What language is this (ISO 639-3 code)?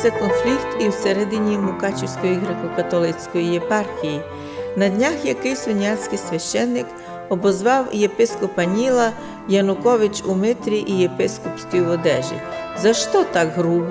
rue